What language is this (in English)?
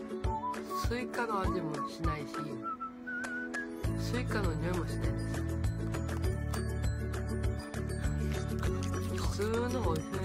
Japanese